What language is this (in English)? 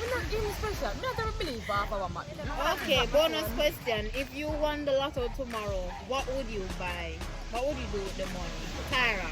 Jamaican Creole English